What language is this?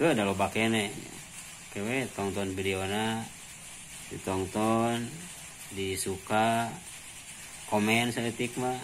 Sundanese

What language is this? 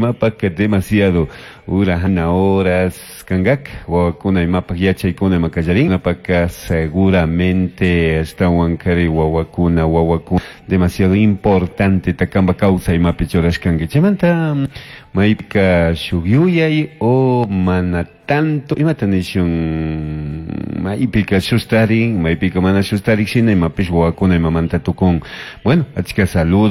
Chimborazo Highland Quichua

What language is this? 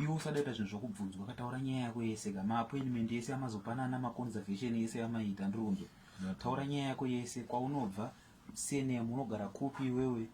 Shona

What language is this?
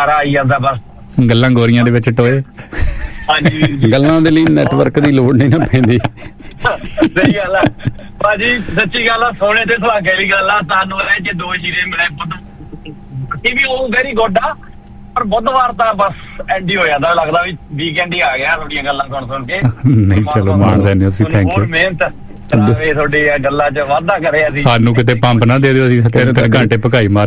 Punjabi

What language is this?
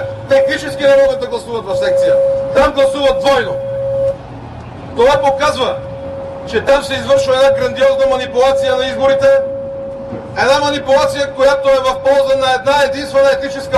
Bulgarian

